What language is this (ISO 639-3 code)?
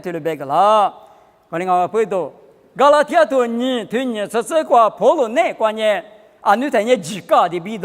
lis